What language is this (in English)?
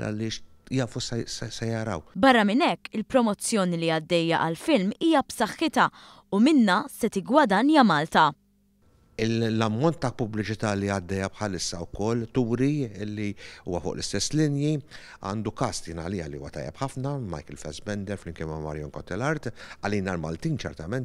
Maltese